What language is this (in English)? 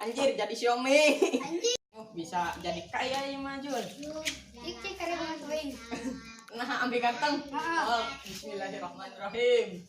Sundanese